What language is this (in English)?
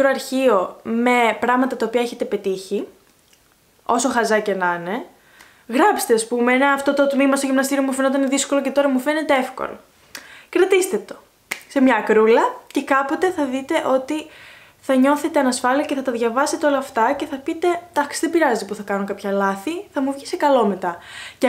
Greek